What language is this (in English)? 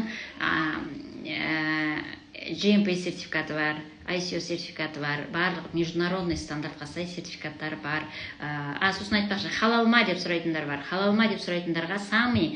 Kazakh